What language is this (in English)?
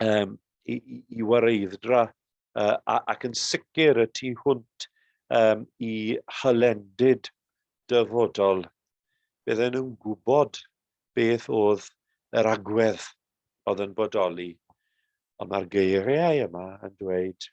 Welsh